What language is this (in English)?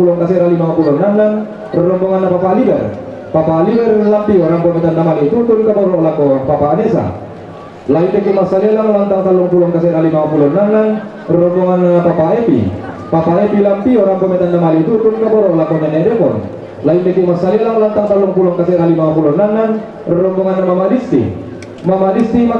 Toraja-Sa'dan